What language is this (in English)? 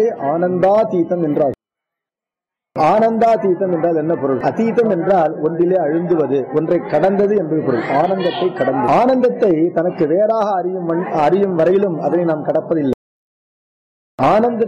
Tamil